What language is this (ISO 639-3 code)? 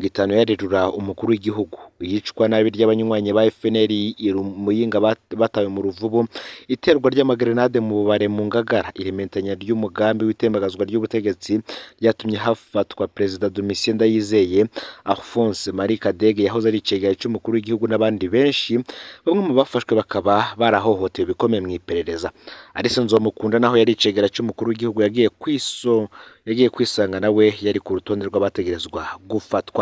run